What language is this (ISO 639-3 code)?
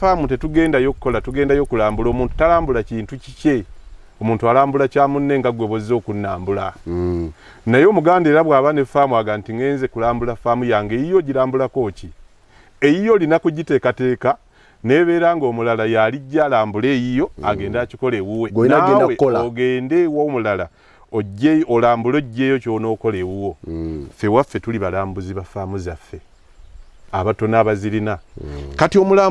lug